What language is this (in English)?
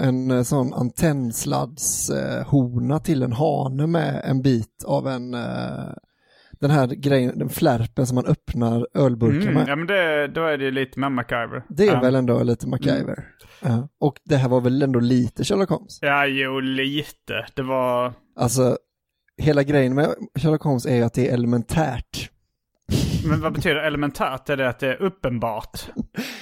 Swedish